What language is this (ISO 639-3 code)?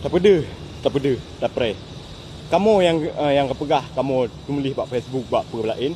ace